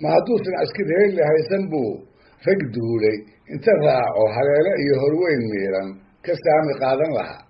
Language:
Somali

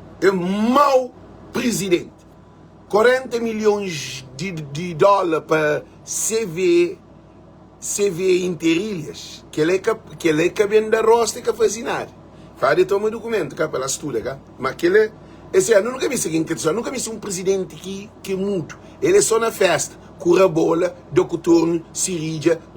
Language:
Kabuverdianu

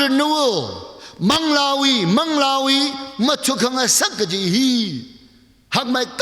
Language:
Tangkhul Naga (India)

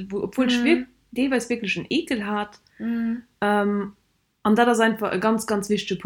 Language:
Luxembourgish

